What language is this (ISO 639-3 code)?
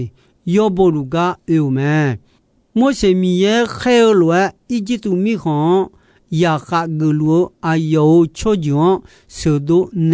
ahk